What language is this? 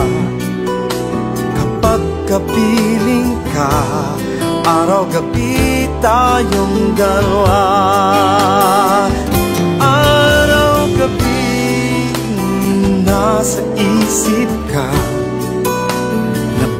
Filipino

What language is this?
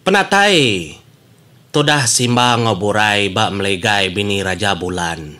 Iban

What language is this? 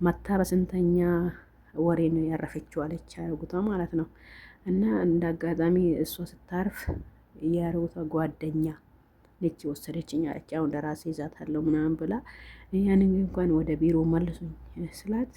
Amharic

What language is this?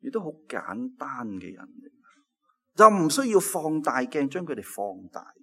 Cantonese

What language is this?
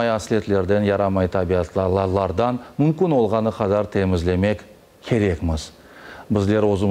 Crimean Tatar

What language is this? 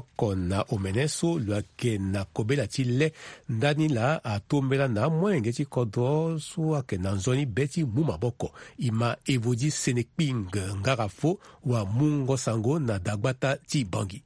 Sango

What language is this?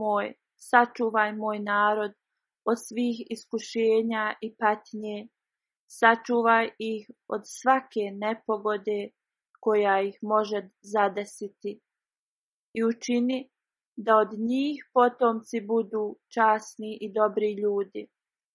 Bosnian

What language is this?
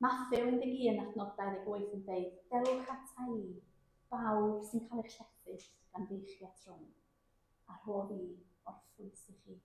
Welsh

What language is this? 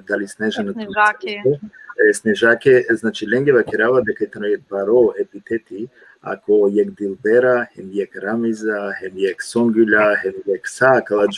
Balkan Romani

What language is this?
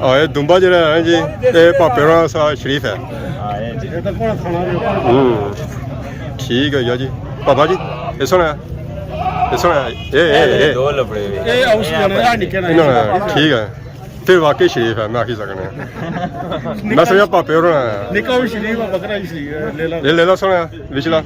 Pahari-Potwari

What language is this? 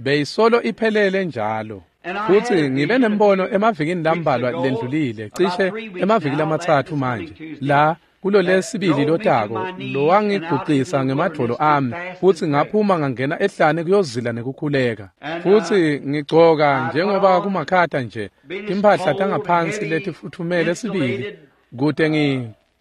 Swati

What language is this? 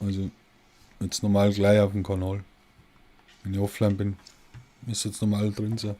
Bavarian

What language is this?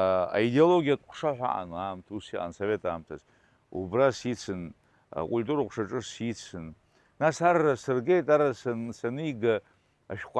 Abkhazian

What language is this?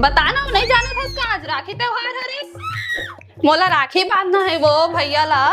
Chhattisgarhi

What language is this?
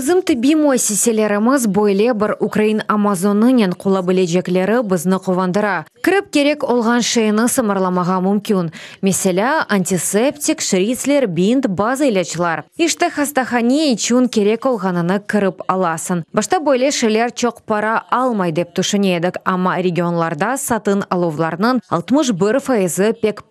Crimean Tatar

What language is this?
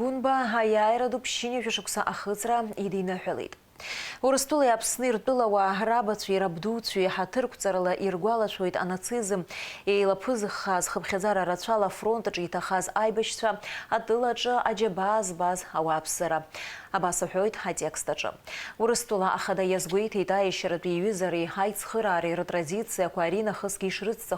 Abkhazian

